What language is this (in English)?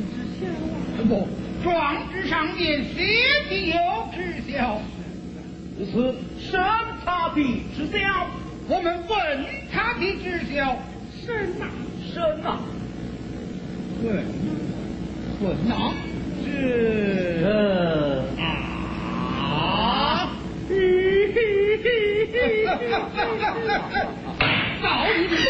Chinese